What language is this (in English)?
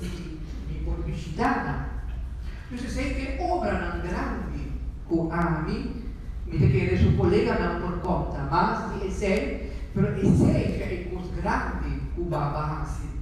Papiamento